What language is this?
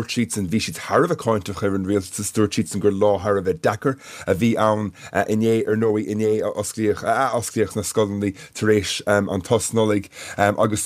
Irish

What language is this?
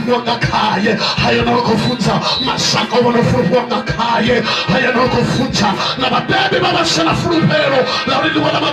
Venda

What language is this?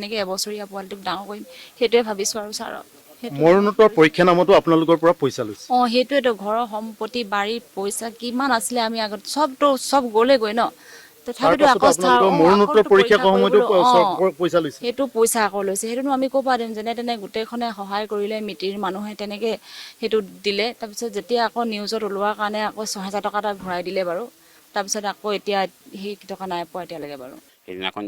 Assamese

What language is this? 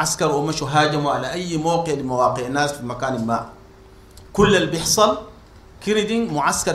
Sudanese Arabic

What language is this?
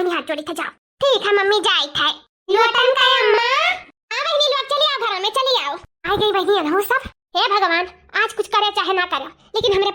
Awadhi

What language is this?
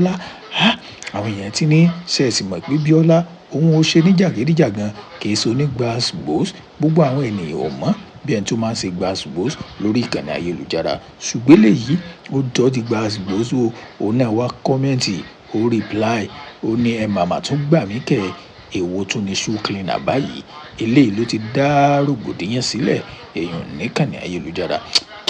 Yoruba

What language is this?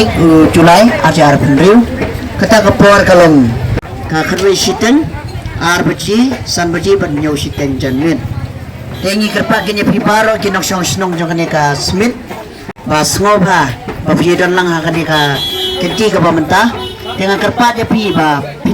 Khasi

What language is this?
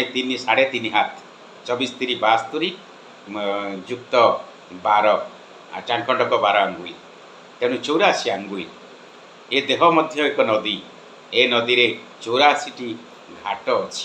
Odia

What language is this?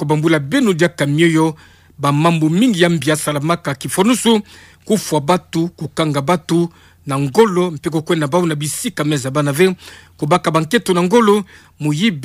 Kituba (Democratic Republic of Congo)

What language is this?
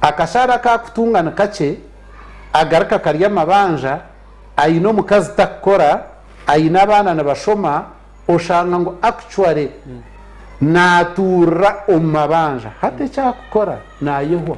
Nyankole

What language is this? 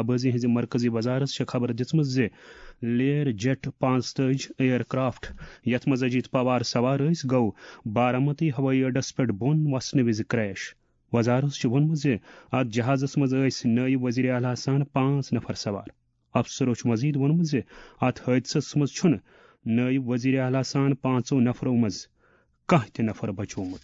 Kashmiri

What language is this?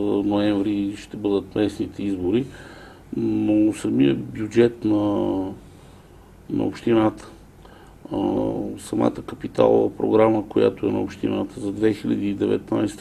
Bulgarian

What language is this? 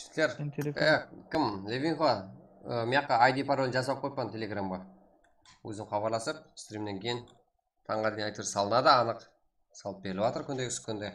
Kara-Kalpak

